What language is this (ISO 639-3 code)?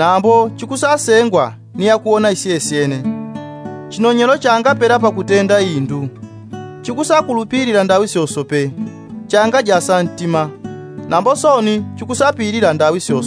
yao